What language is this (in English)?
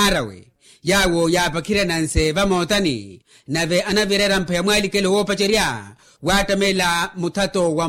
Makhuwa